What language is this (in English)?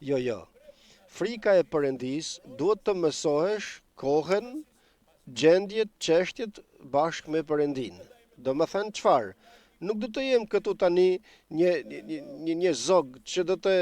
Albanian